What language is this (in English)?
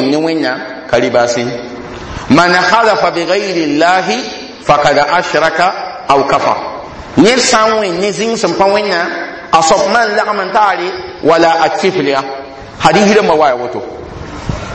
Mossi